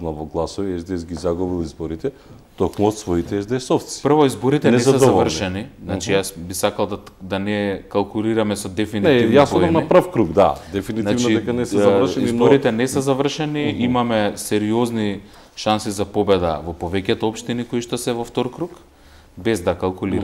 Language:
Macedonian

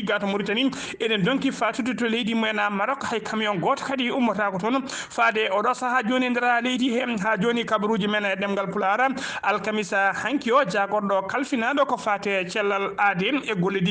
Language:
Fula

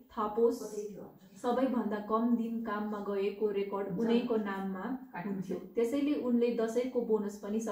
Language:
Nepali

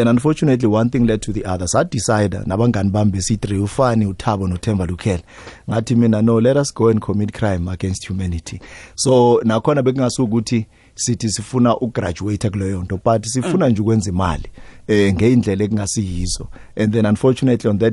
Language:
South Ndebele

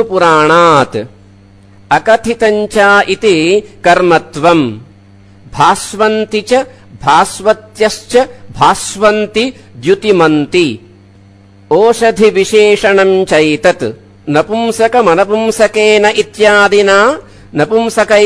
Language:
Sanskrit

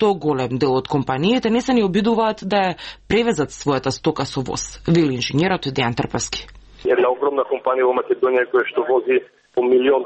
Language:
Macedonian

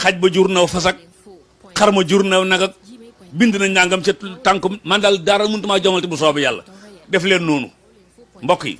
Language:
Wolof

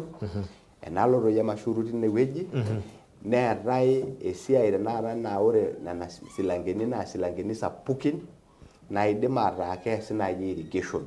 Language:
Masai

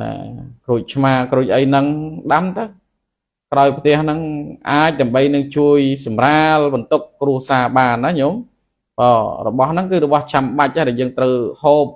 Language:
Khmer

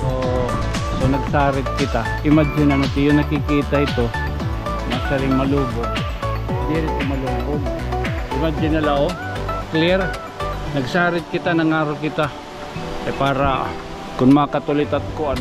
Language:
Waray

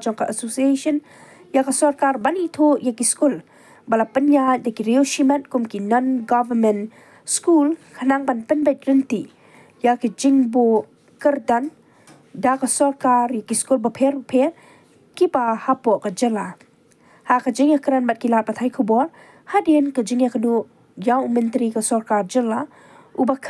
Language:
Khasi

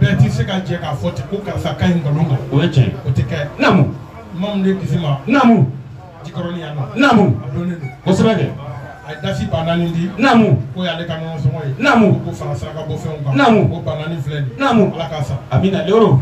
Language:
Bambara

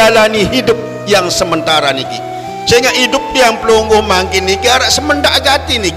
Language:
Sasak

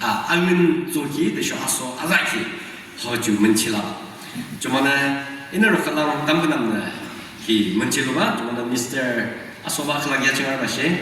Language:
Yimchungru Naga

